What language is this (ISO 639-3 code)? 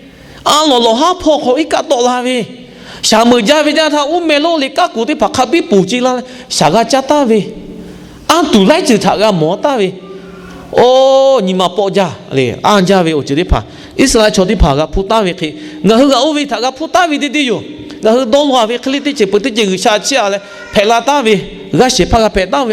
lhu